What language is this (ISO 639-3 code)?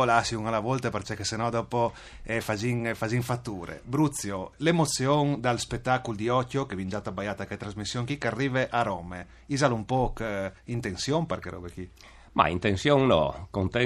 fur